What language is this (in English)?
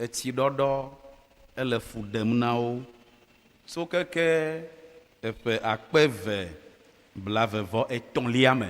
Ewe